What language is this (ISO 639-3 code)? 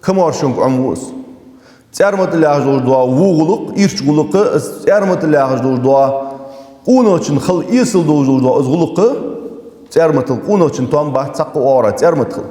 inh